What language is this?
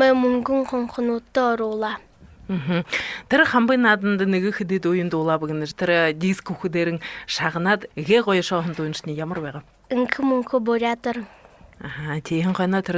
Buriat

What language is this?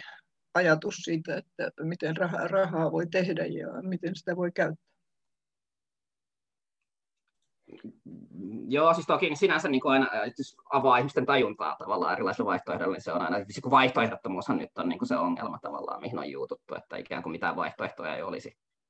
Finnish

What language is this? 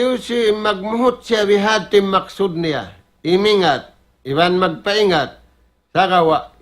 Tausug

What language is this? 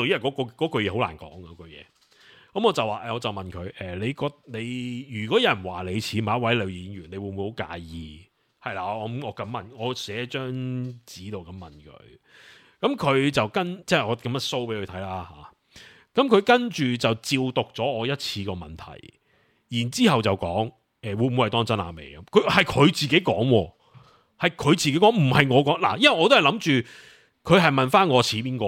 Cantonese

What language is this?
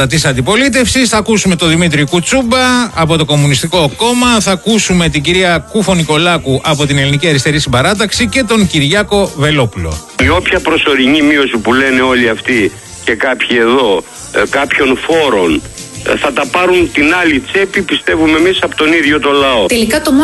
Greek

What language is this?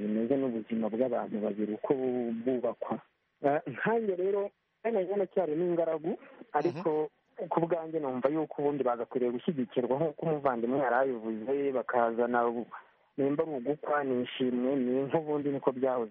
Kinyarwanda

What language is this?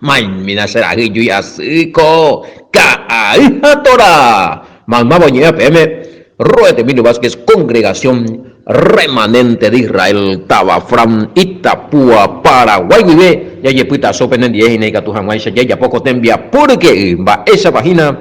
Guarani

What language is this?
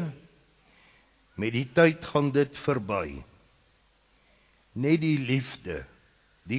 Afrikaans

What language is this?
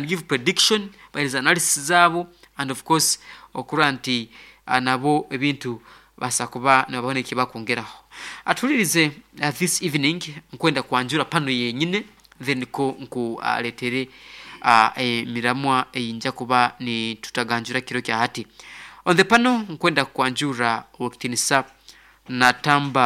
Nyoro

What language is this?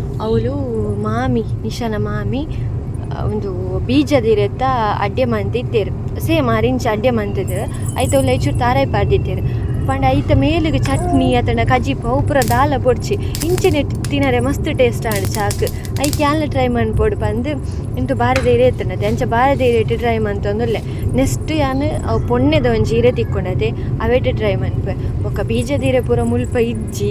Tulu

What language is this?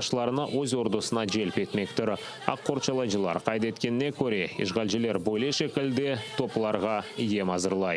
Crimean Tatar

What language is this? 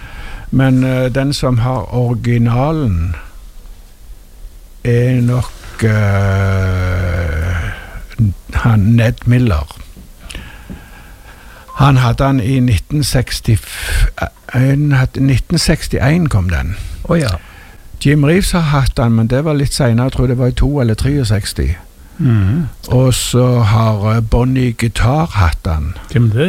Norwegian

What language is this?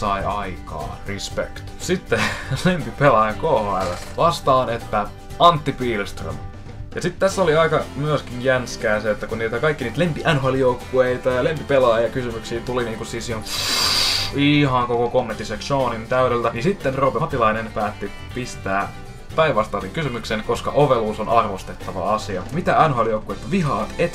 Finnish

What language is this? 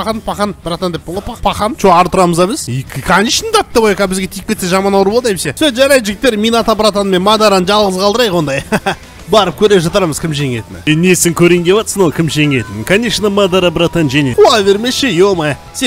Kazakh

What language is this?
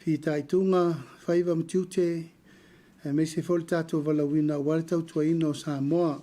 Samoan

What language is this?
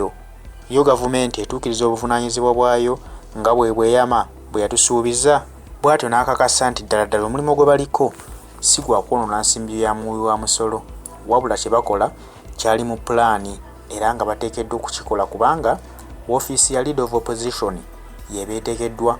Ganda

